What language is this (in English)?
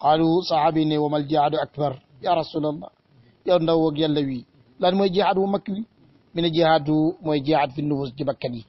Wolof